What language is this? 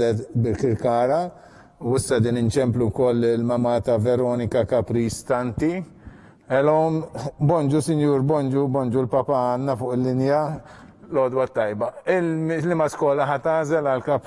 Maltese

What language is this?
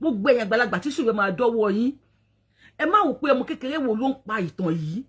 Yoruba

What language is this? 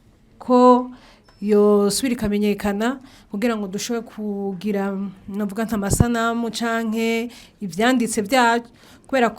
Rundi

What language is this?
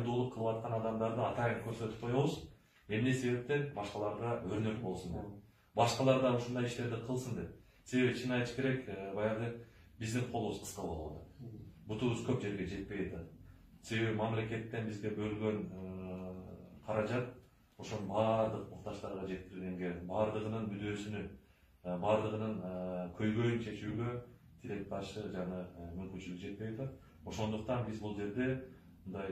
Kyrgyz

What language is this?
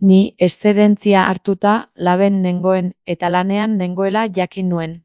Basque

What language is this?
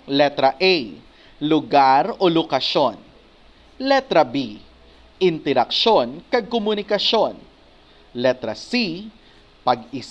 Hiligaynon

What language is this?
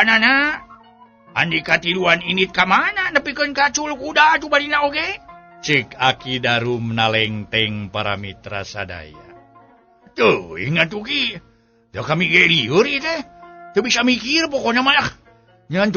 Sundanese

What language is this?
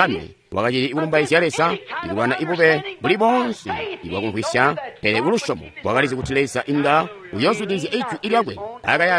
Tonga (Zambia)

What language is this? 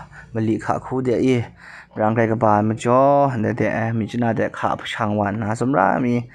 Kachin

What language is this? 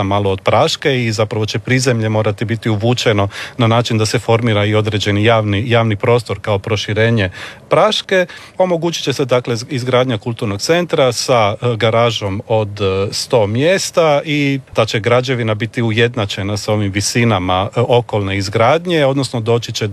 Croatian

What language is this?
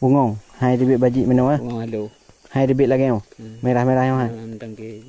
Achinese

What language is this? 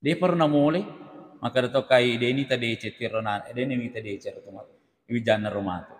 Buginese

